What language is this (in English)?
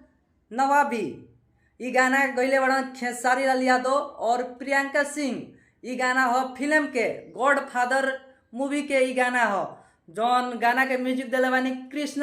Bhojpuri